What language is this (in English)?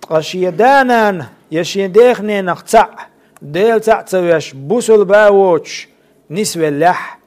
Chechen